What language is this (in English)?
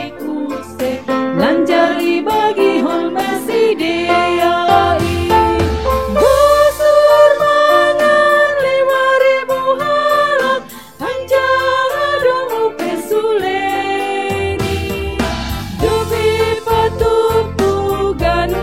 Batak Simalungun